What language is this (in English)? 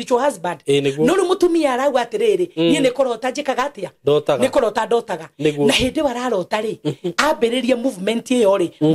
Kikuyu